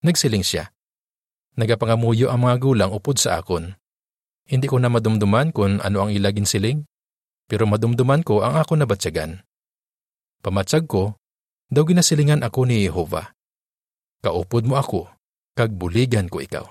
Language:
Hiligaynon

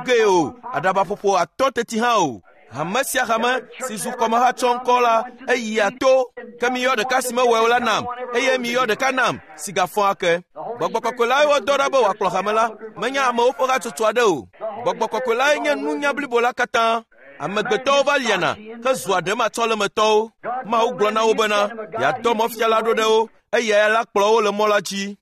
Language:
Ewe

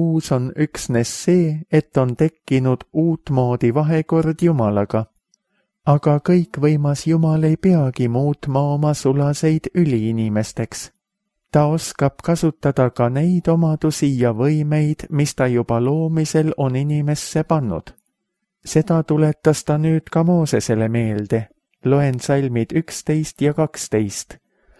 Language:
Estonian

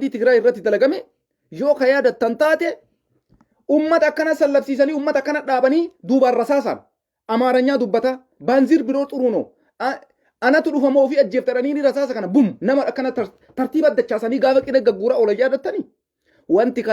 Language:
Oromo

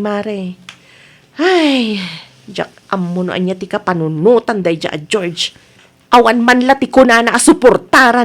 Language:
Iloko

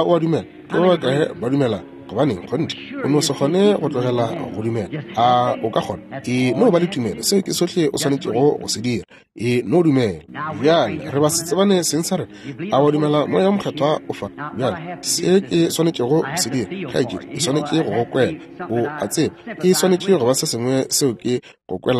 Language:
Northern Sotho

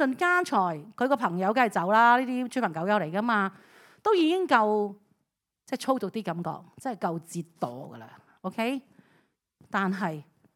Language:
Cantonese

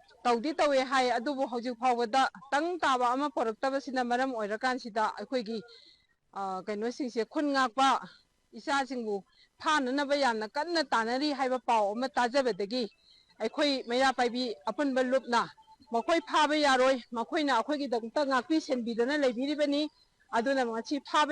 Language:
Manipuri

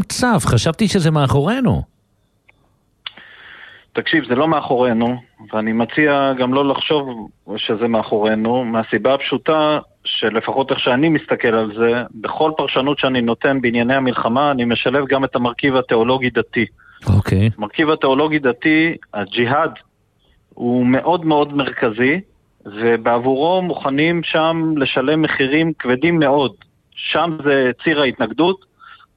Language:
Hebrew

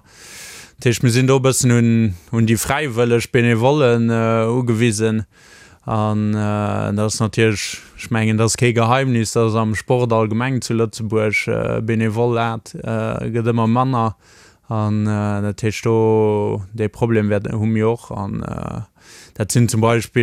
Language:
Luxembourgish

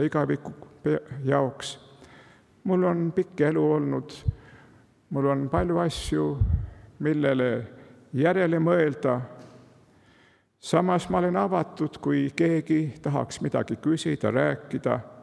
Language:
Estonian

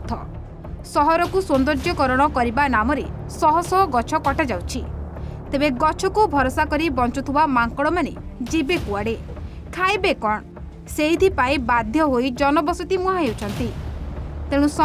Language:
Odia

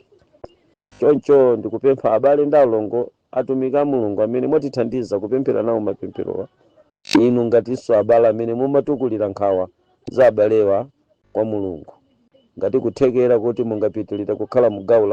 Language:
Nyanja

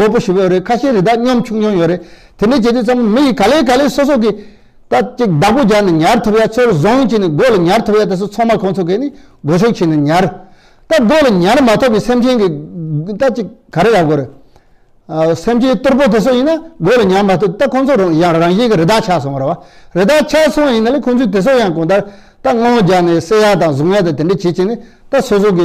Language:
Tibetan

